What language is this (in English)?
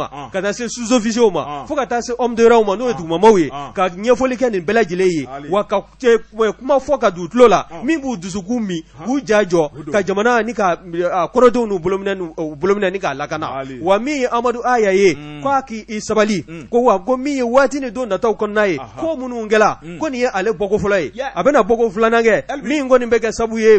Bambara